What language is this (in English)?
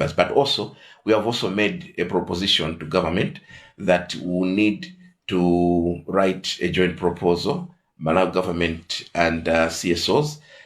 English